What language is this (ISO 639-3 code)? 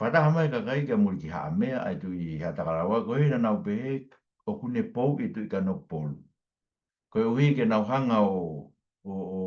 ton